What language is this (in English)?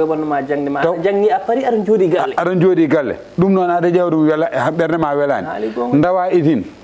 Fula